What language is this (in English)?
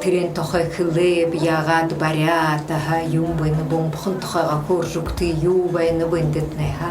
Buriat